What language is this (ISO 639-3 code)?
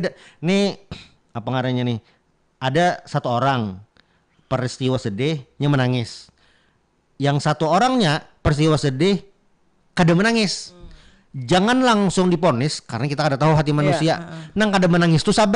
bjn